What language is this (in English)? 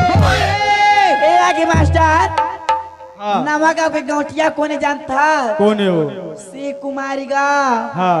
Chhattisgarhi